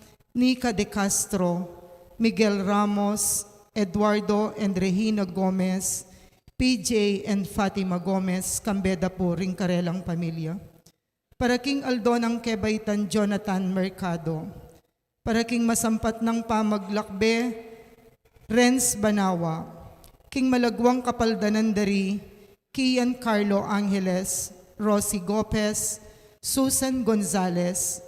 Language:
Pampanga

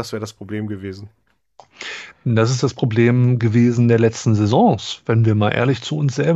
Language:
German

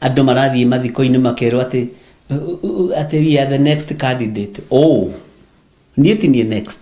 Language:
Kikuyu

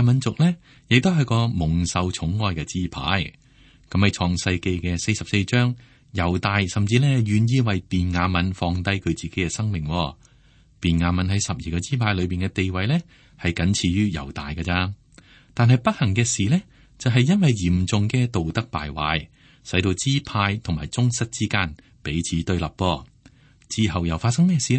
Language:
Cantonese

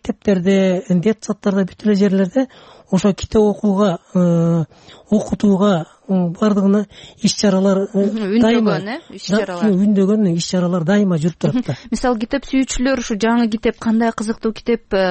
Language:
Kyrgyz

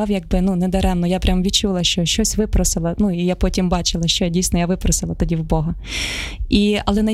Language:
Ukrainian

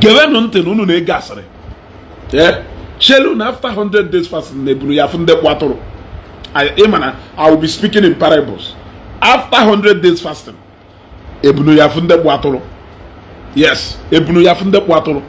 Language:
Igbo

